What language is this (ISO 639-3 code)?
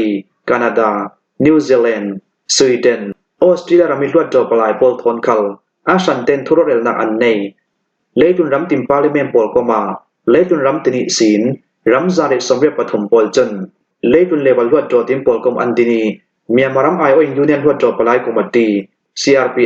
cnh